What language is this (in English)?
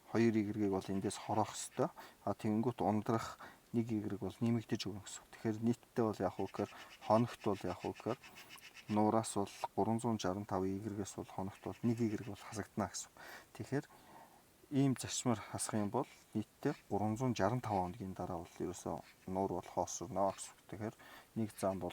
Mongolian